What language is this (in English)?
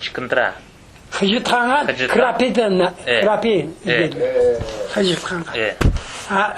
Crimean Tatar